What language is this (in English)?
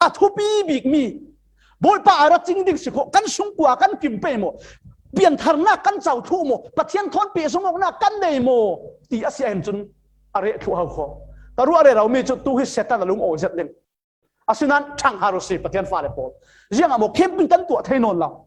Falam Chin